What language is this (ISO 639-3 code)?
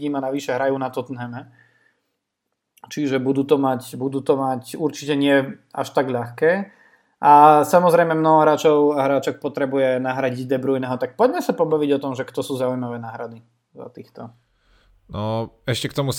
slk